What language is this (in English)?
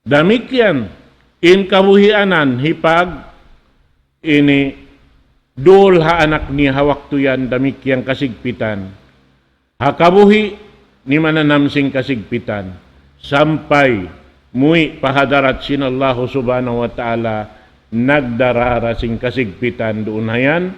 Tausug